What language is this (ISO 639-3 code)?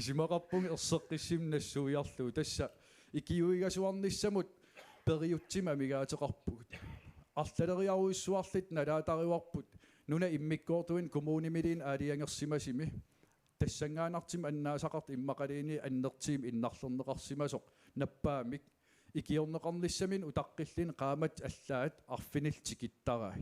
kal